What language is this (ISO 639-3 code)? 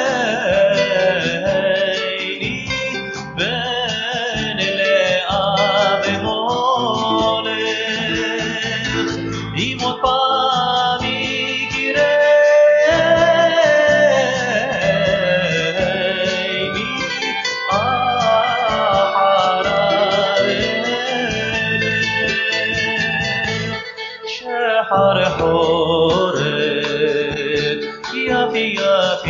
heb